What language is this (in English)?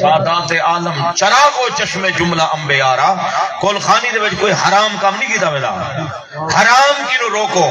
Saraiki